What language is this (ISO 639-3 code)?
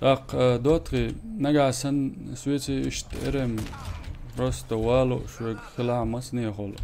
che